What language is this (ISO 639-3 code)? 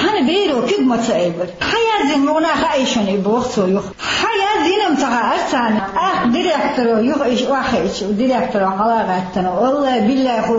che